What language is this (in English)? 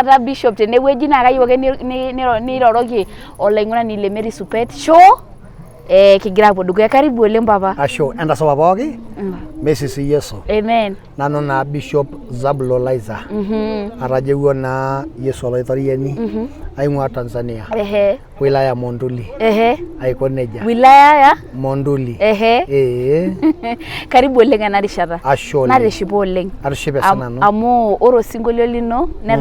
Masai